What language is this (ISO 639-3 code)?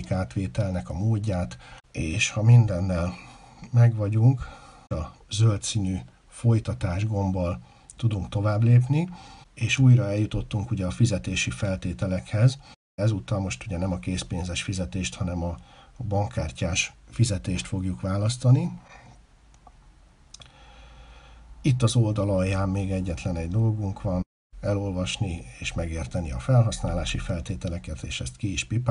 hun